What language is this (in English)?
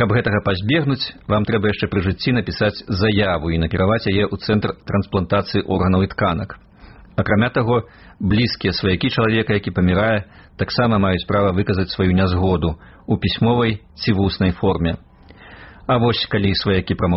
Belarusian